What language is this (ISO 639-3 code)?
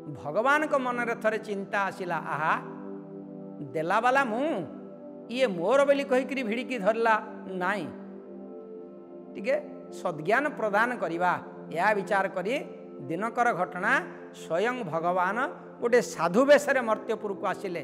ori